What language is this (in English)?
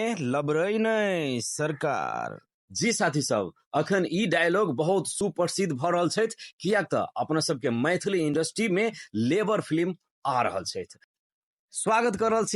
Maithili